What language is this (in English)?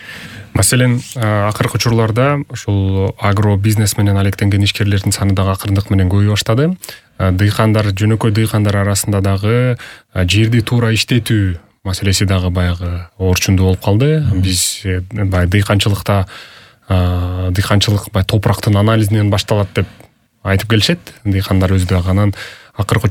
Kyrgyz